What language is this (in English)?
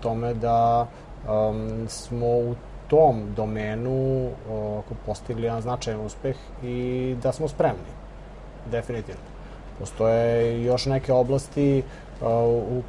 Serbian